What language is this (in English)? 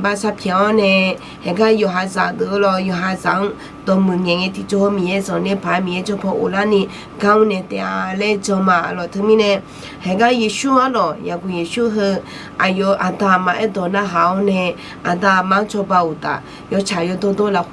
Akha